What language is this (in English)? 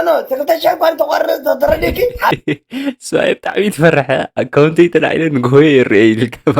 Tigrinya